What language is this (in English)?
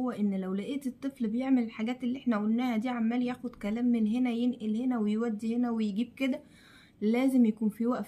Egyptian Arabic